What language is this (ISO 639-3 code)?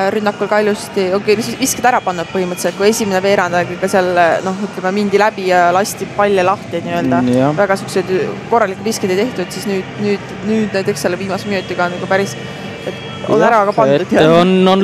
est